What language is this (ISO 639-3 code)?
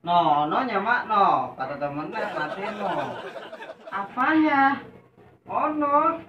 bew